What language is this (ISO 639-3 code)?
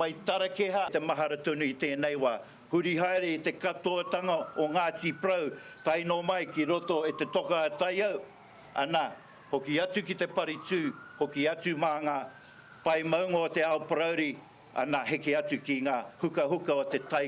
mri